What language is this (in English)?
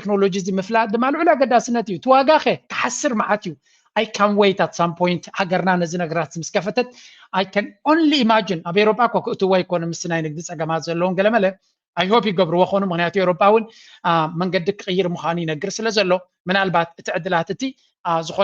Tigrinya